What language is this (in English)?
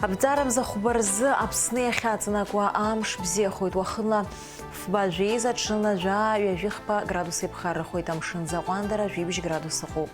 Abkhazian